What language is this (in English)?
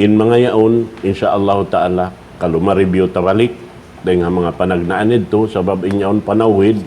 Tausug